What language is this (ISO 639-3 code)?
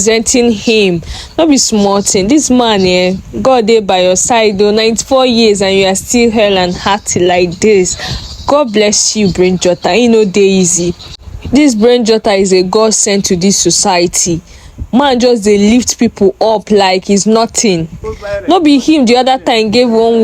pcm